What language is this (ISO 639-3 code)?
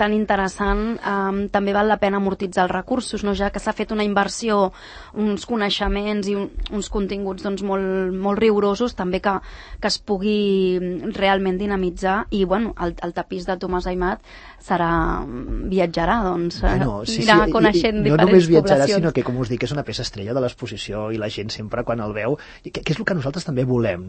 cat